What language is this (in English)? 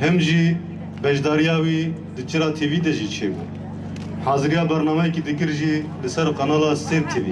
Kurdish